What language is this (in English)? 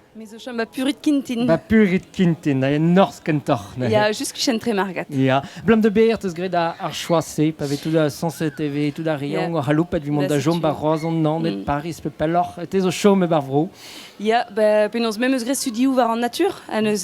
Breton